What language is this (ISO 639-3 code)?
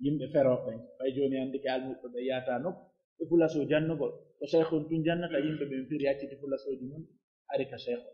fuf